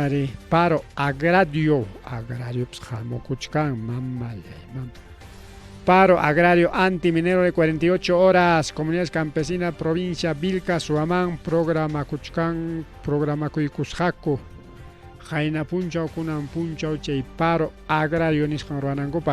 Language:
Ayacucho Quechua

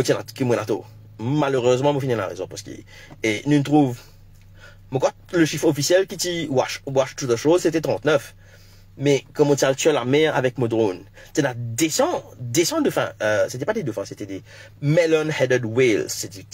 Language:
Morisyen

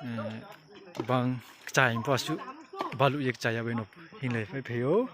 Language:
Riang (India)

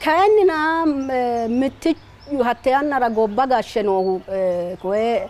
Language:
Sidamo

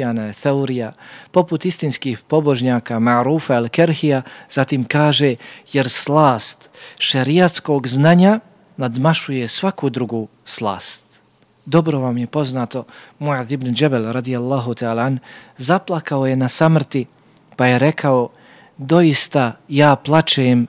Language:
Bosnian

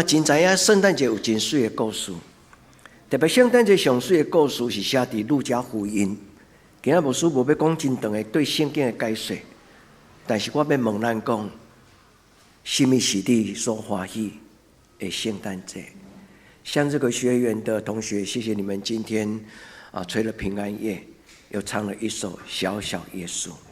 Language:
Min Nan Chinese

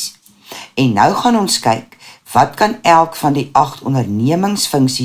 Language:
Afrikaans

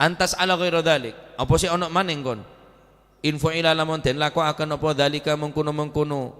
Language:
Madurese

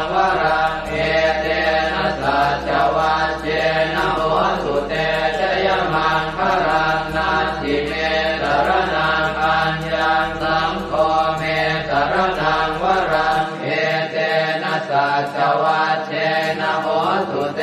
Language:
Pali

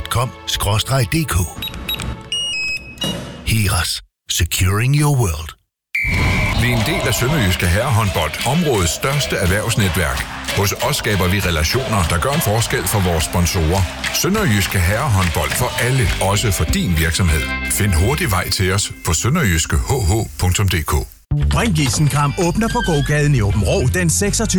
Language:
Danish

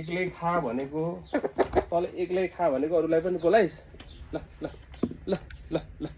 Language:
Nepali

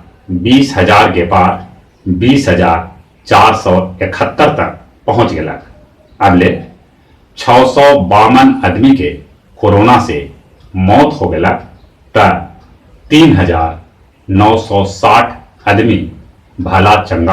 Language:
Magahi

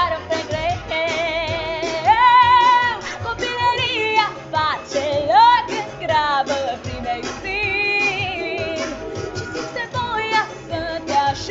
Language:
Romanian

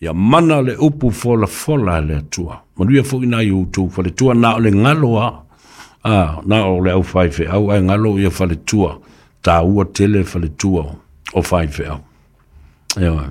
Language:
Samoan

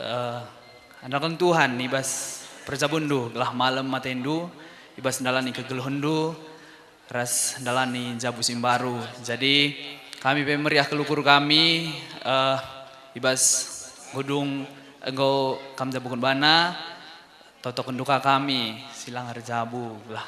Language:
Batak Karo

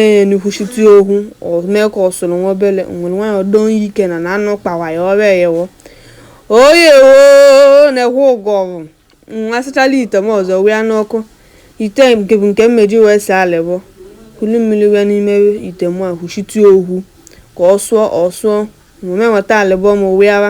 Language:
Igbo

